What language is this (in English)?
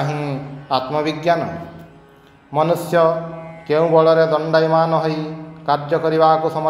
Odia